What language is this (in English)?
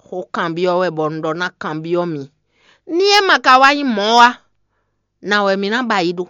Fon